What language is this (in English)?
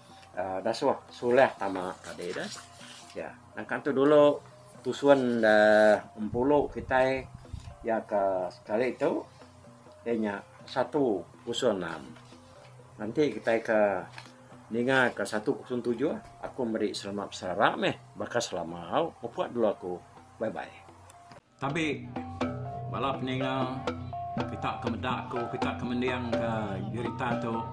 Iban